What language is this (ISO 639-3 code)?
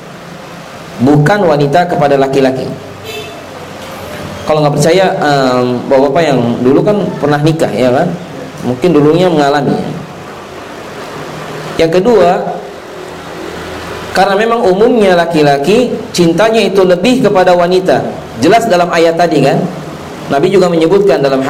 ind